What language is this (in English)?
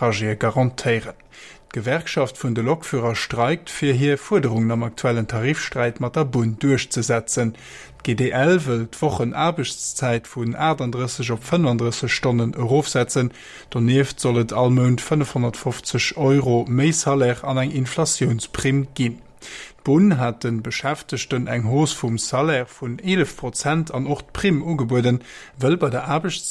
Luxembourgish